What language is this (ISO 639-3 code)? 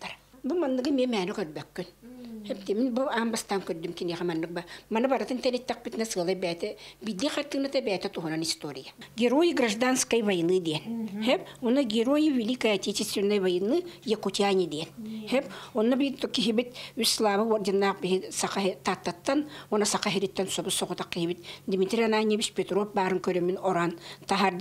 sah